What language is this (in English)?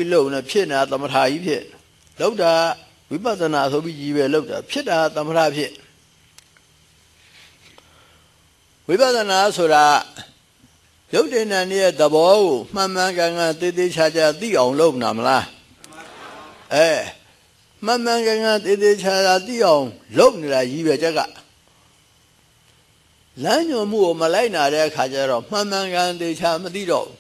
Burmese